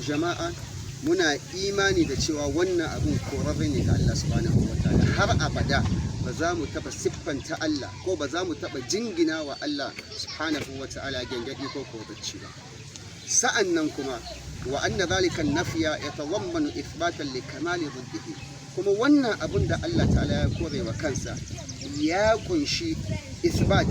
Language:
Hausa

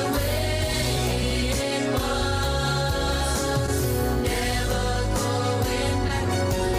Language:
Gilbertese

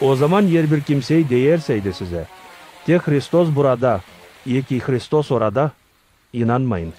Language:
Gagauz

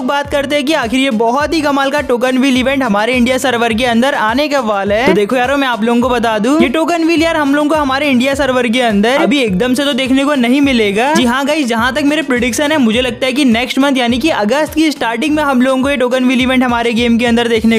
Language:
Hindi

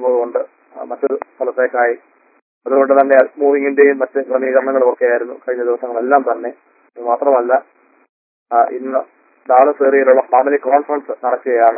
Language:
Malayalam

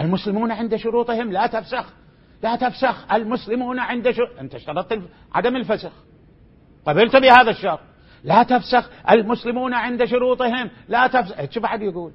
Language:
Mesopotamian Arabic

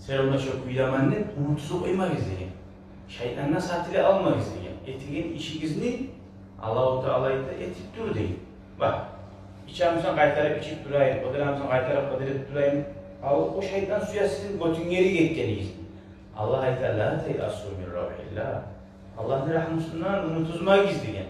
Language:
Kumyk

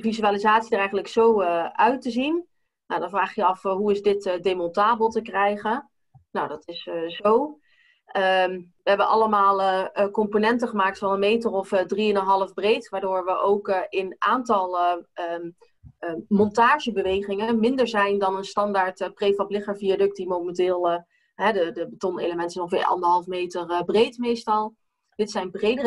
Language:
Dutch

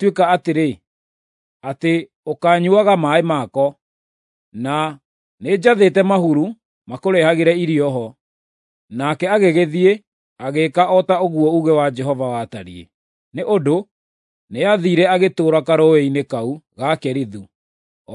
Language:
Kikuyu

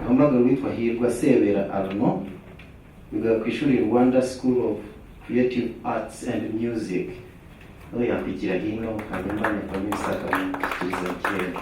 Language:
Kinyarwanda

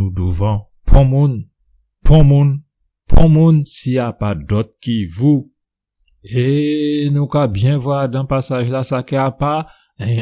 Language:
Guadeloupean Creole French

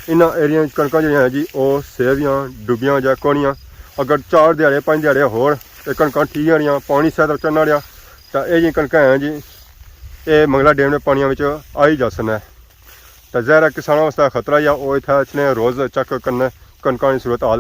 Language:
Pahari-Potwari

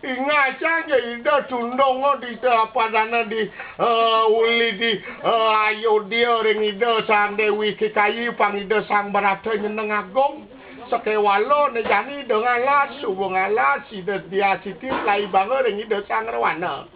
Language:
Balinese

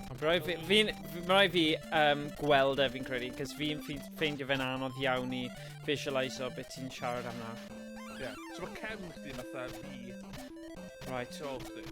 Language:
Welsh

